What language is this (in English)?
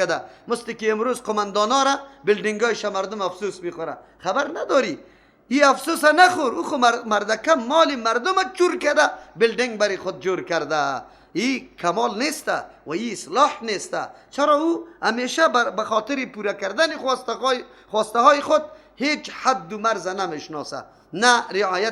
Persian